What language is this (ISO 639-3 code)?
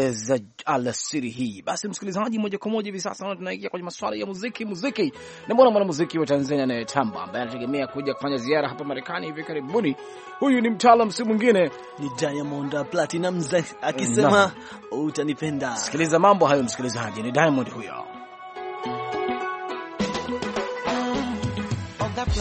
swa